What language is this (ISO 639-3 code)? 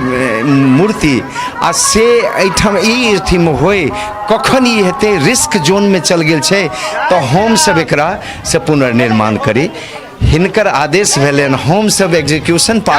mai